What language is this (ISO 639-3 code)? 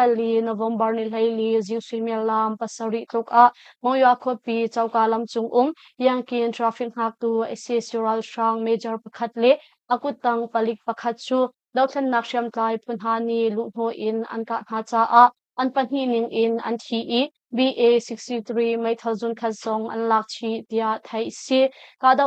cnh